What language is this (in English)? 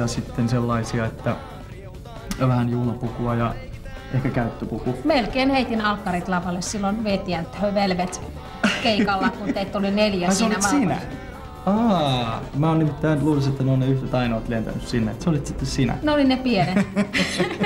Finnish